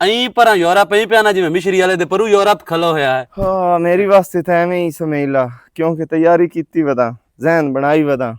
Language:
Western Panjabi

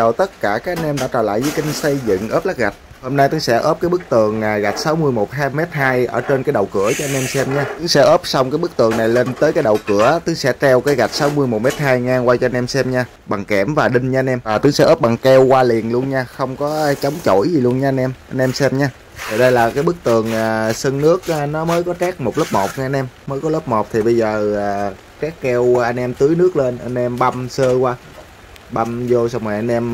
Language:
Vietnamese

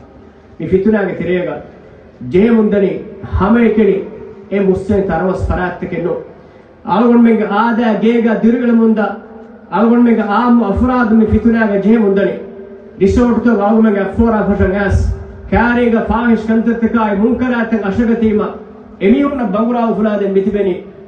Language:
Divehi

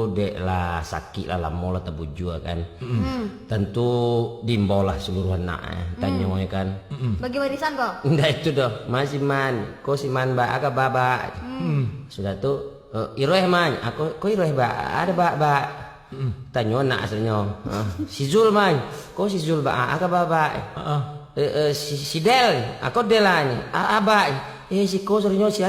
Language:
Minangkabau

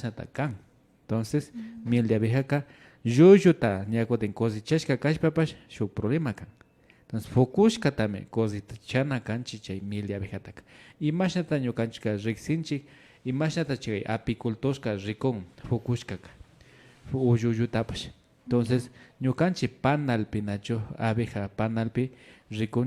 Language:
Imbabura Highland Quichua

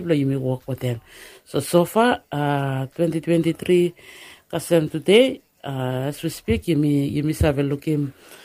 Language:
Bislama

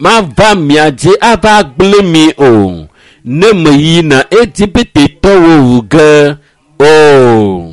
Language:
Ewe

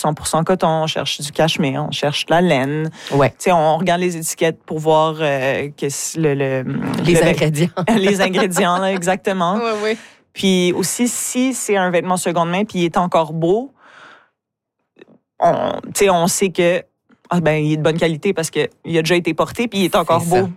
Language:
French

